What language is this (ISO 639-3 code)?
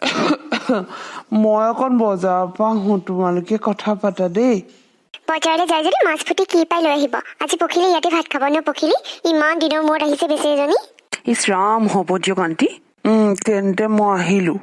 asm